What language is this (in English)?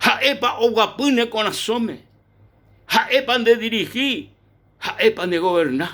Guarani